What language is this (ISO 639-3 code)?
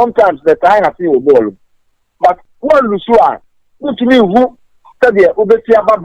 aka